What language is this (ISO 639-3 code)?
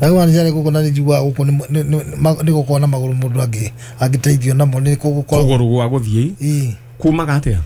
kik